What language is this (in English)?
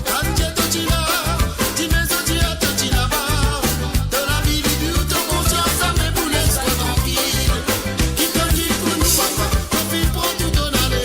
Morisyen